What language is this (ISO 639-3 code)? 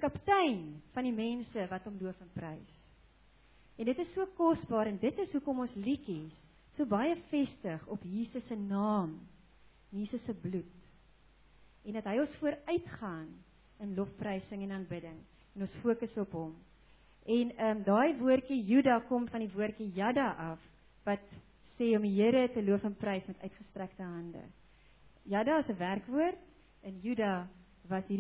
afr